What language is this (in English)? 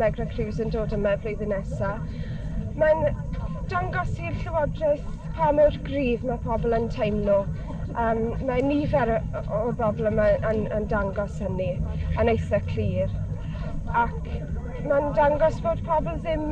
Welsh